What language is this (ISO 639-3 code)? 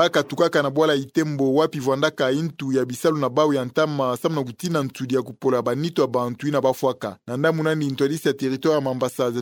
ktu